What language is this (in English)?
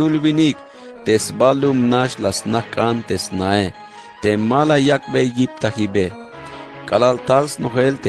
Tzeltal